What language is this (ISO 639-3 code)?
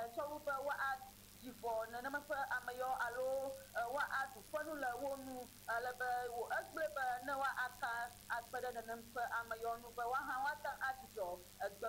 ewe